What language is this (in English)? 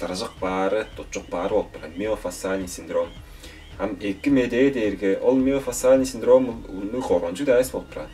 Tuvinian